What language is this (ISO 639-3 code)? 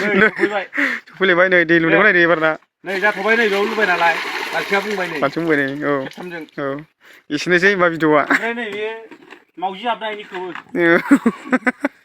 brx